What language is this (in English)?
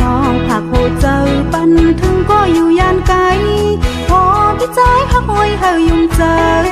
Shan